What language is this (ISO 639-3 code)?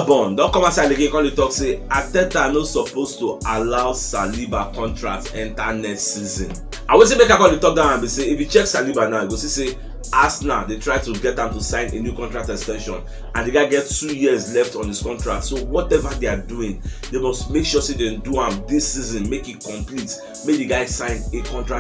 pcm